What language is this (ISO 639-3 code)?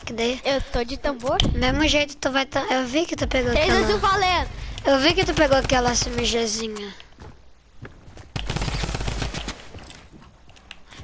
por